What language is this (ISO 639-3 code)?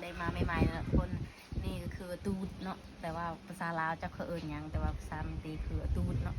lao